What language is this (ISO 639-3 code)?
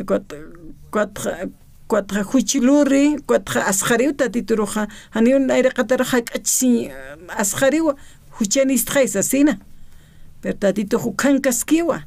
aym